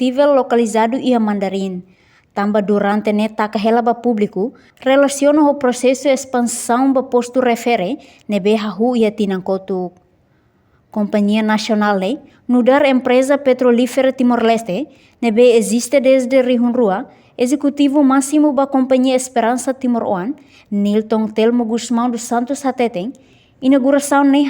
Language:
Tetum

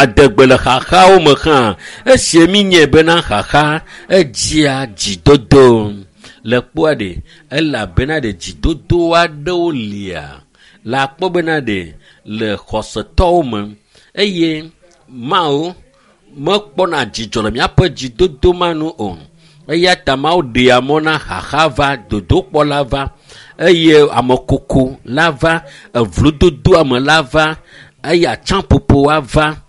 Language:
Ewe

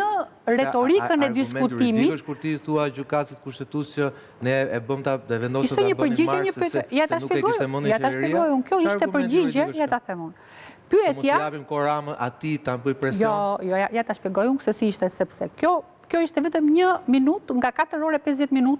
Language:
Albanian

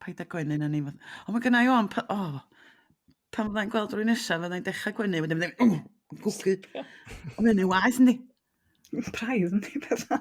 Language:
Welsh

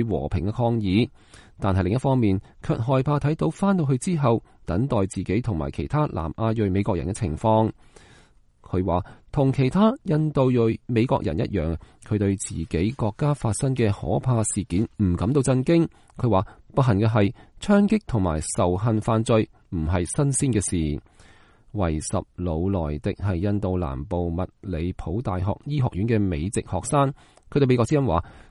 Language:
Cantonese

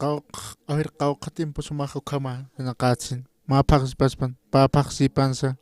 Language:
Aymara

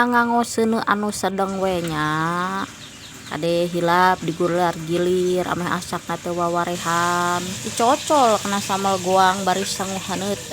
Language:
Sundanese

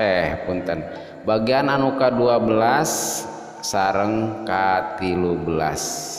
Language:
Sundanese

